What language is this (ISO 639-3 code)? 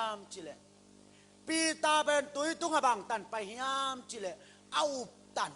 ctd